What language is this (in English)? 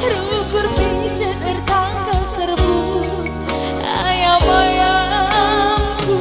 Batak Karo